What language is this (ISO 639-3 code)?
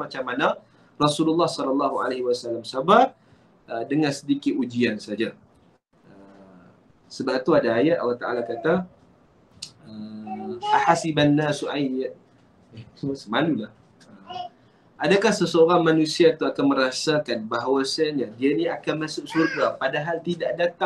msa